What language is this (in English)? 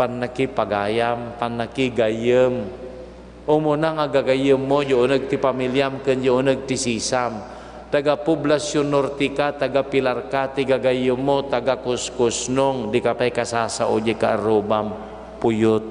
Iloko